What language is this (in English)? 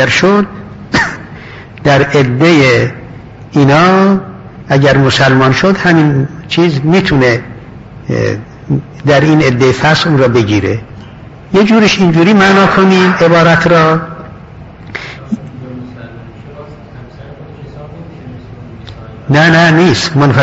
Persian